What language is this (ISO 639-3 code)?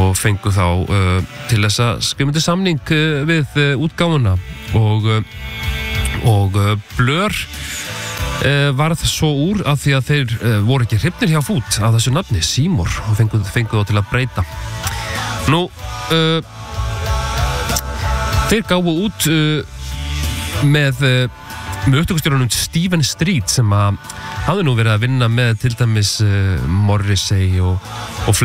isl